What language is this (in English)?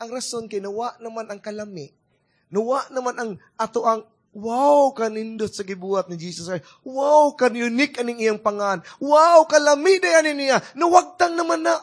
Cebuano